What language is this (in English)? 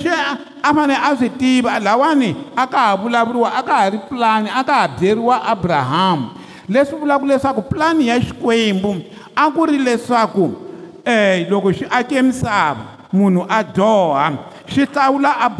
Tsonga